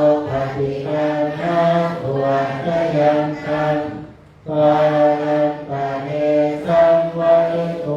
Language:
Pali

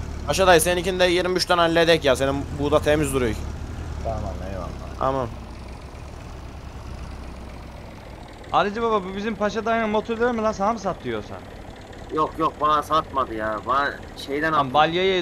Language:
Turkish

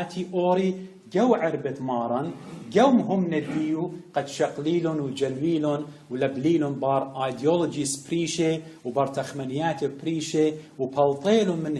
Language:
Assyrian Neo-Aramaic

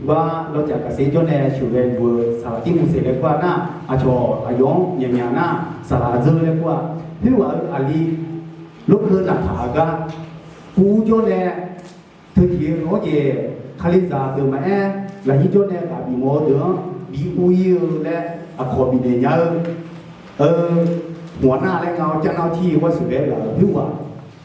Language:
Akha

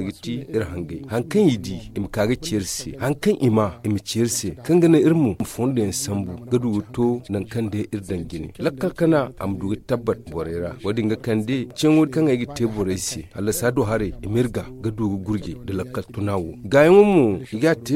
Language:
Zarma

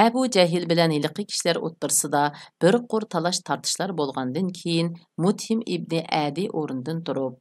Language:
Uyghur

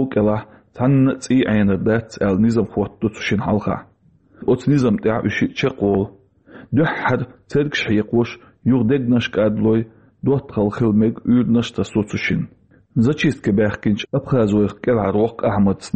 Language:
Chechen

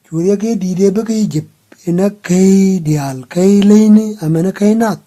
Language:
Nuer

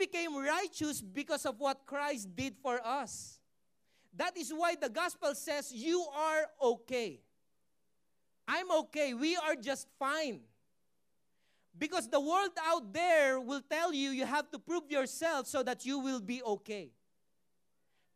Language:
Filipino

